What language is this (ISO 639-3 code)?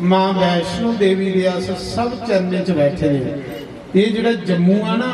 doi